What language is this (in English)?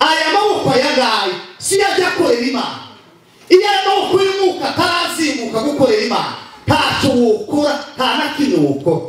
Kinyarwanda